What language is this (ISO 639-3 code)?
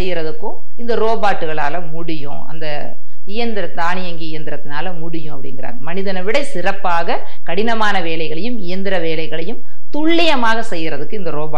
tam